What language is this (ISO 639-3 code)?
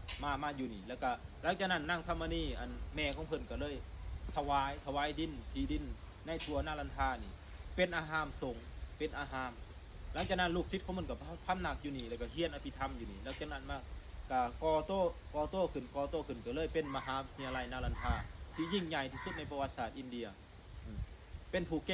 lao